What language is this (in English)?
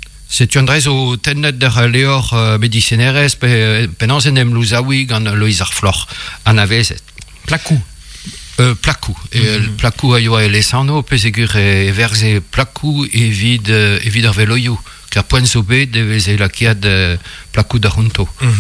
Breton